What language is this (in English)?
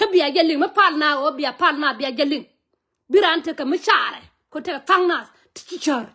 Nuer